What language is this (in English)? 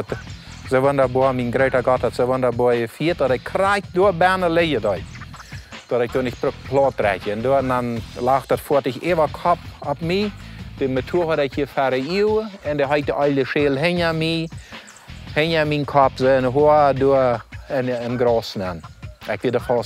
Plautdietsch